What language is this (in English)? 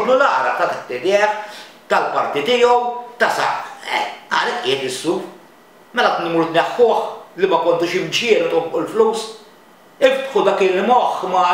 Maltese